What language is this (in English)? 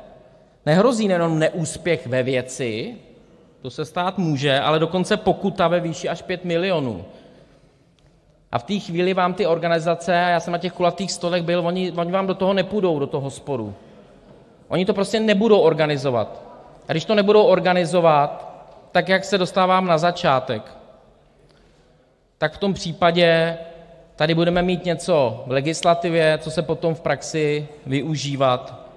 Czech